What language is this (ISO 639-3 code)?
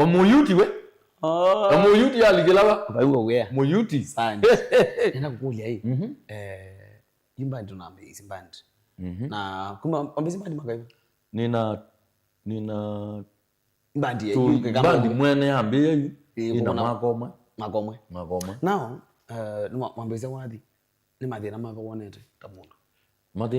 kam